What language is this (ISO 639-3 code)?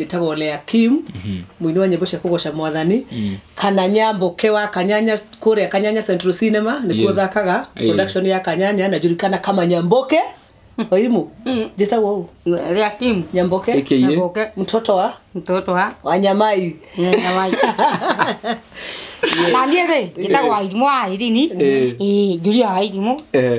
kik